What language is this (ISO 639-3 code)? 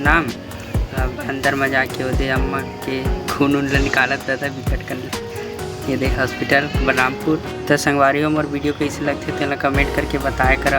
hne